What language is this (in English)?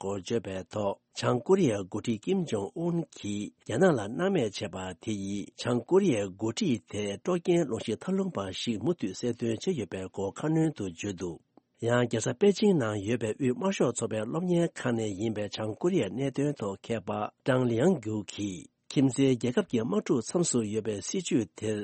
Tibetan